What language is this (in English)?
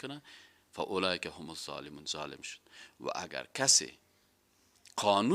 Persian